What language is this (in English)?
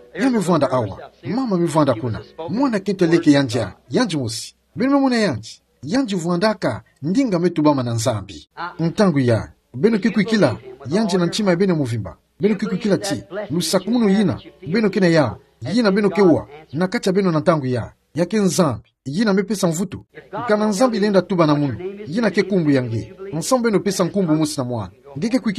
Kituba (Democratic Republic of Congo)